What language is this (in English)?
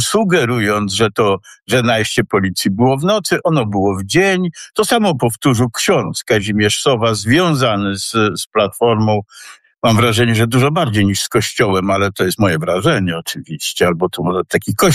Polish